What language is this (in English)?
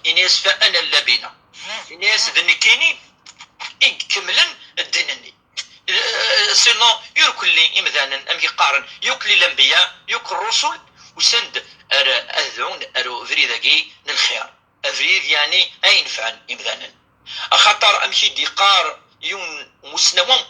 Kabyle